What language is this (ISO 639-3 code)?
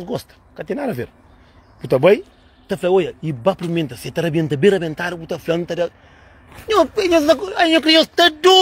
kea